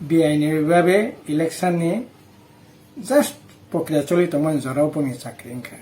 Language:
Kok Borok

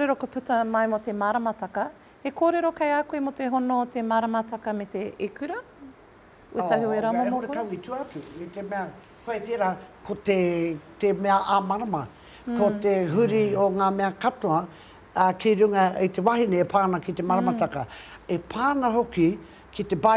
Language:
Māori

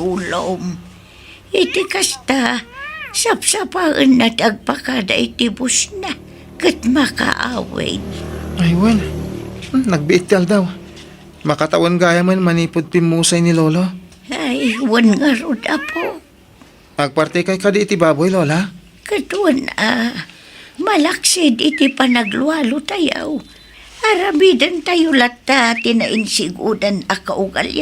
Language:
Iloko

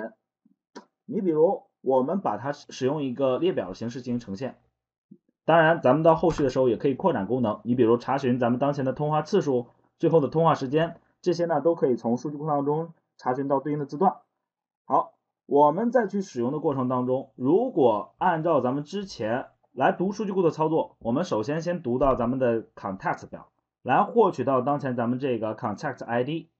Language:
Chinese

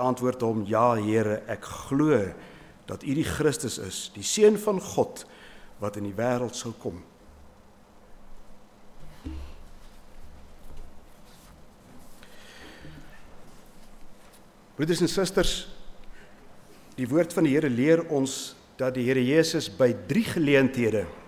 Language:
Afrikaans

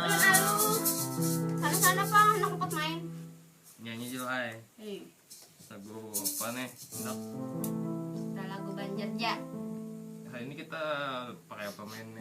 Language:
Banjar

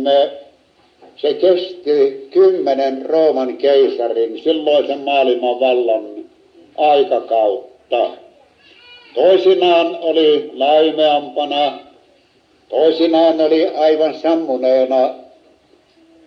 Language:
Finnish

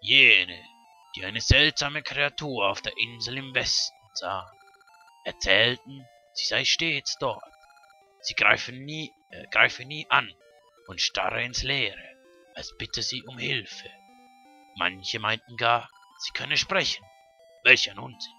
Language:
Swiss German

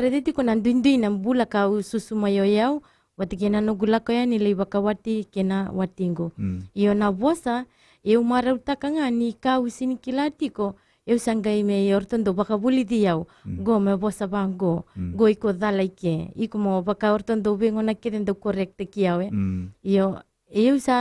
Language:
Fijian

